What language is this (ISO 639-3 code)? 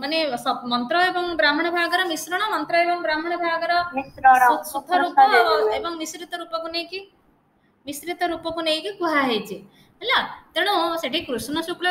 ori